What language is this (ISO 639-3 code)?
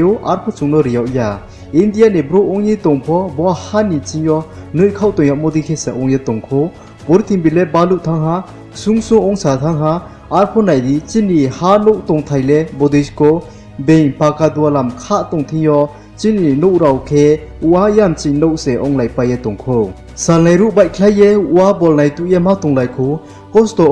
ria